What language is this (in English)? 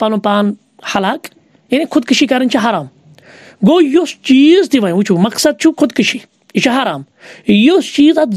Kashmiri